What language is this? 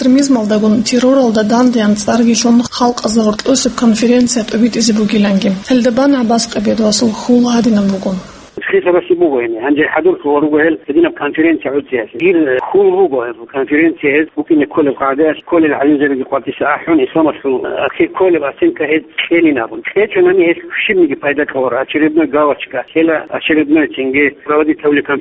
Avaric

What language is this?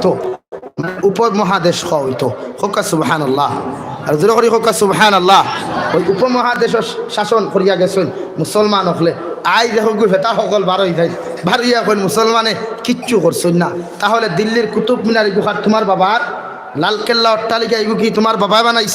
Sylheti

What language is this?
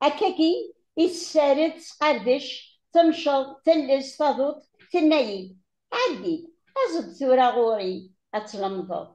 Kabyle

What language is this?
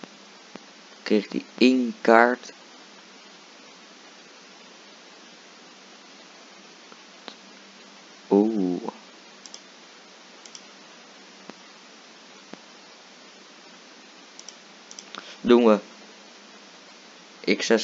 Dutch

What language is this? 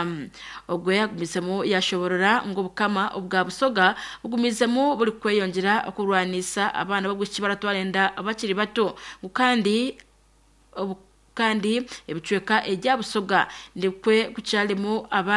Nyankole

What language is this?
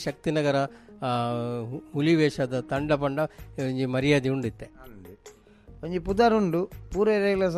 Tulu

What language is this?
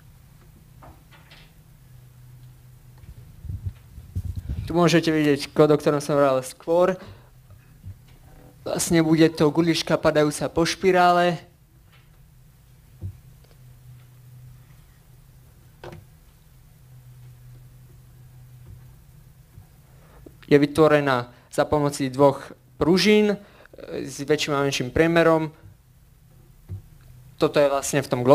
Slovak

